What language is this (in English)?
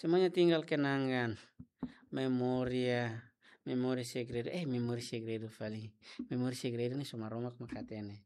Tetum